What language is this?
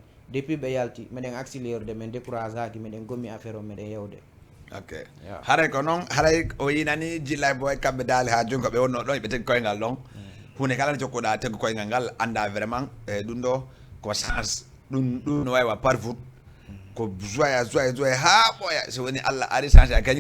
Fula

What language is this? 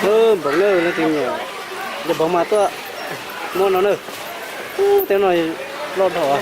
Hmong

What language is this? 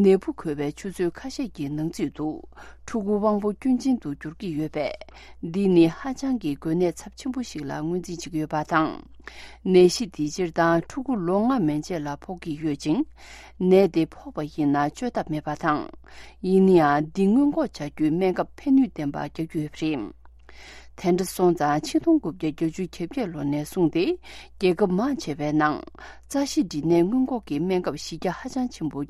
Tibetan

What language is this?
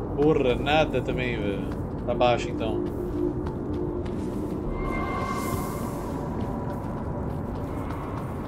Portuguese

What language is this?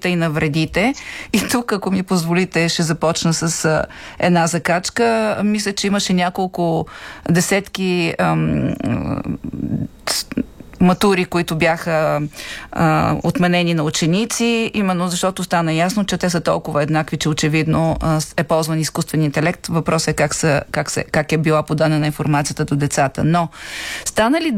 Bulgarian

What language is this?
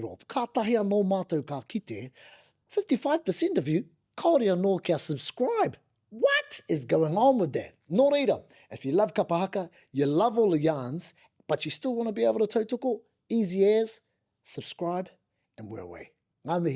Māori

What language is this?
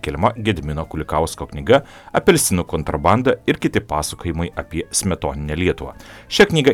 Lithuanian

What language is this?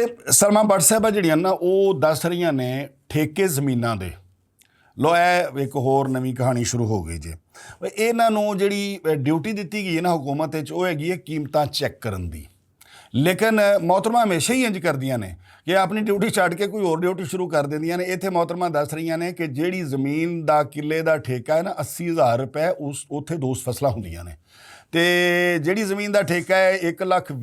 Western Panjabi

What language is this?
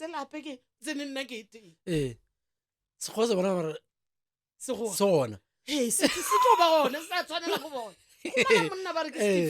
Northern Sotho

